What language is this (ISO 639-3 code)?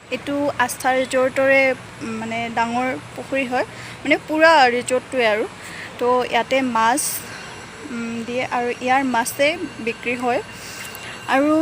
asm